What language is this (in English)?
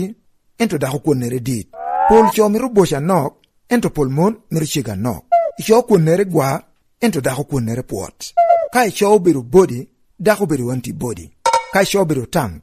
Lango (Uganda)